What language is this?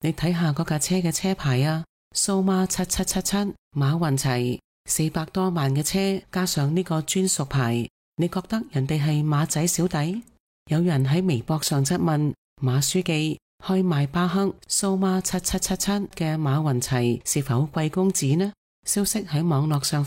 Cantonese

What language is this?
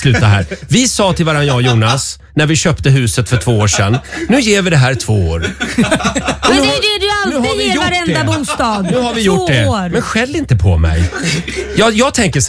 Swedish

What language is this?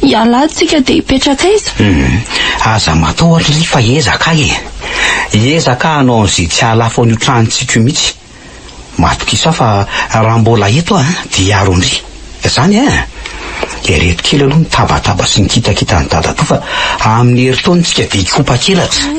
Malagasy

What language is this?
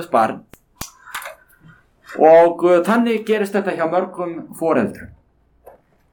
Icelandic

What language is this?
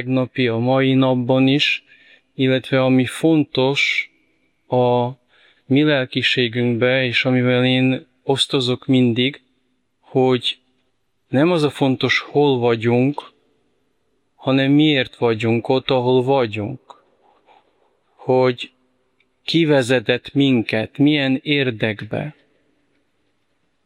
Hungarian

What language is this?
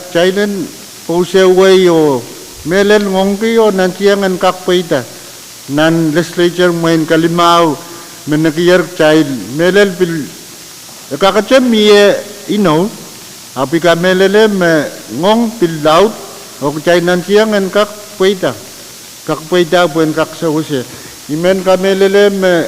Pohnpeian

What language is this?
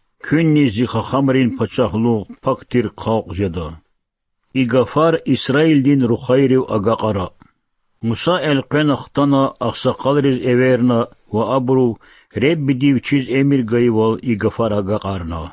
Lezghian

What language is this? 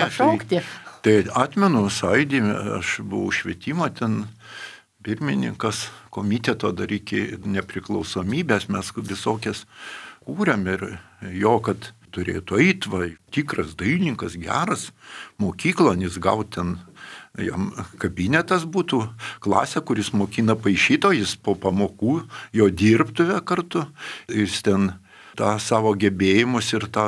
Lithuanian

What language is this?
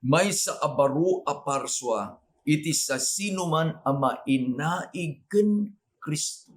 Iloko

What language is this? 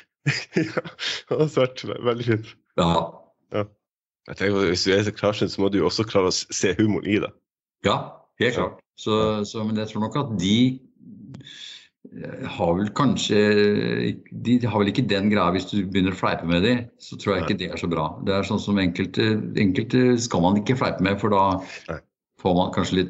Norwegian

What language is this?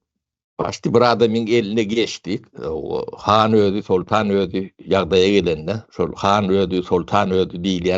Turkmen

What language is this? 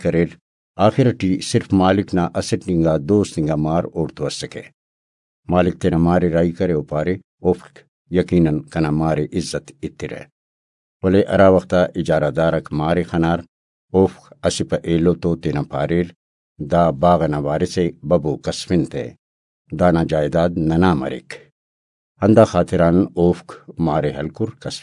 Brahui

